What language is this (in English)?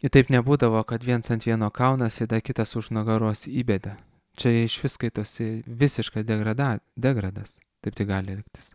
Lithuanian